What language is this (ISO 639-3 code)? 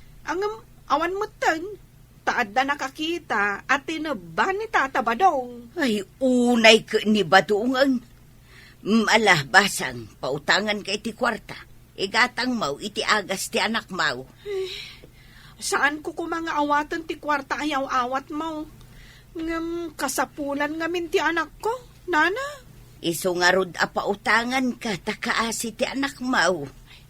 ilo